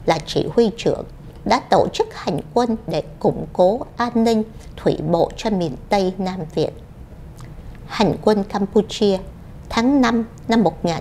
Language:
Vietnamese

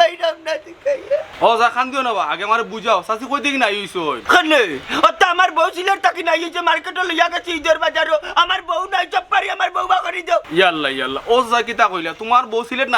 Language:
Sylheti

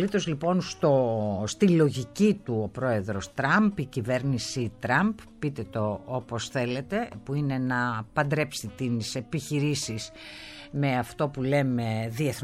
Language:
Greek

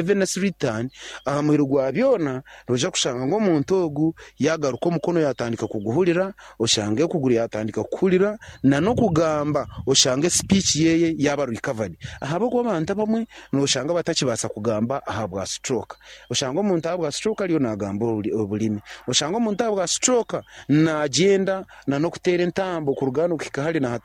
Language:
Nyankole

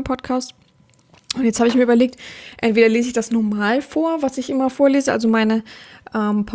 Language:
German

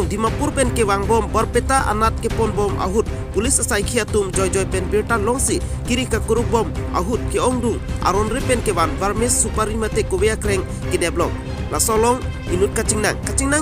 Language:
Karbi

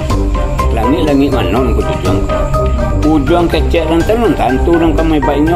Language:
Minangkabau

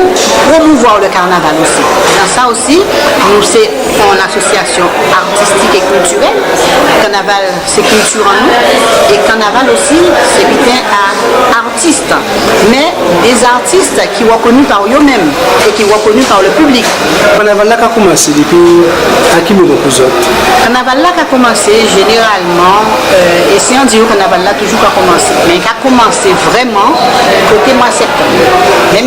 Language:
Guadeloupean Creole French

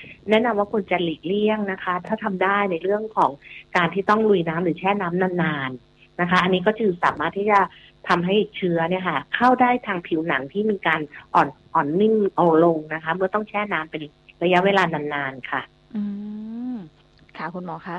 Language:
Thai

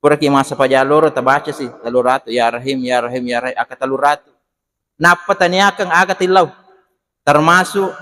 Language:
Buginese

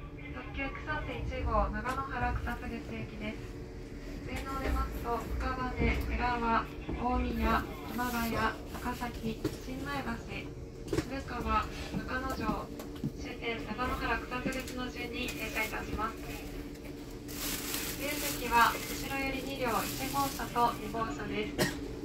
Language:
Japanese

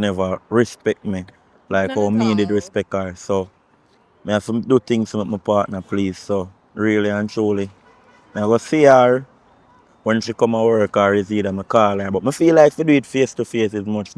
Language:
Jamaican Creole English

